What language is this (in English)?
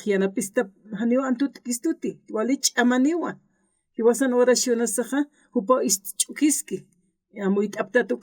Aymara